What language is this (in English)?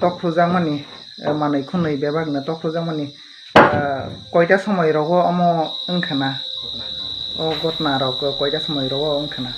Riang (India)